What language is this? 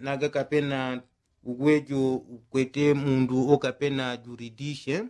Yao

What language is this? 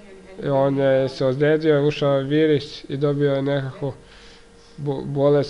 Croatian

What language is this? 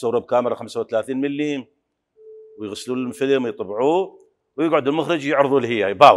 Mesopotamian Arabic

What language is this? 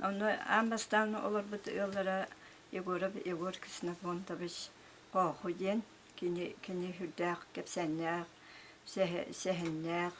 Yakut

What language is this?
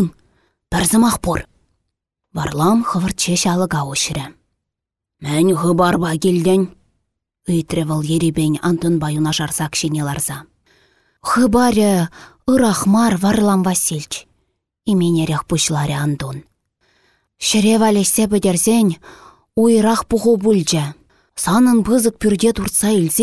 Chuvash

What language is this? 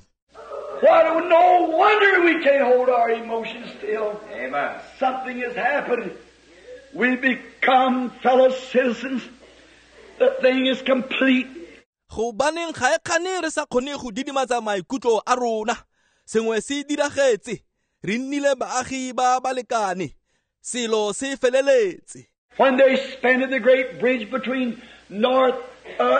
Tswana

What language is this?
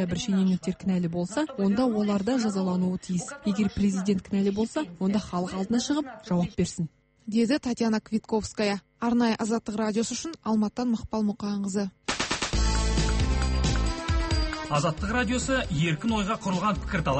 Kazakh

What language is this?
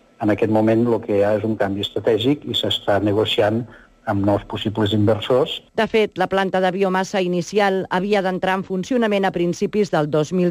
Catalan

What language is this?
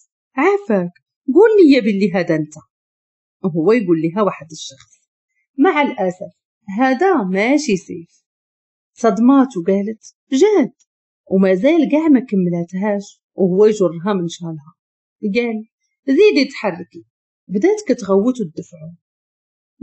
Moroccan Arabic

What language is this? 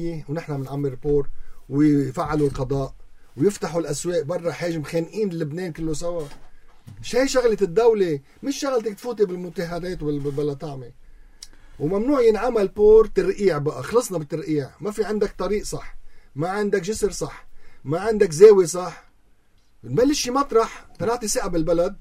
North Levantine Arabic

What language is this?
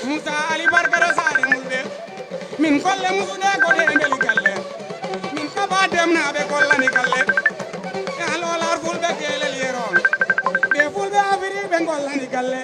Fula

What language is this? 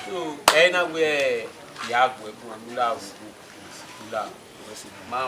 Bini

